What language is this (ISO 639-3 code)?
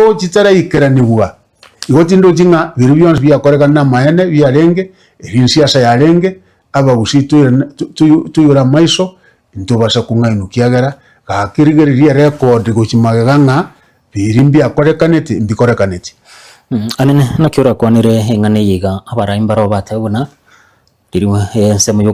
guz